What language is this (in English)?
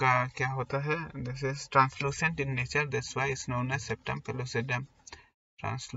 Hindi